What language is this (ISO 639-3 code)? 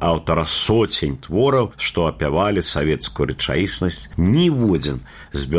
bel